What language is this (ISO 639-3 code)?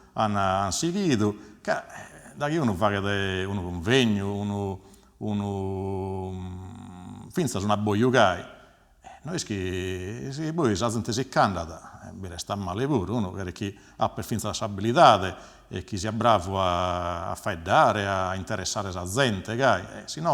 srd